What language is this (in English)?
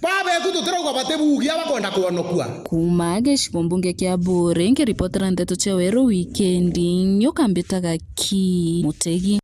Meru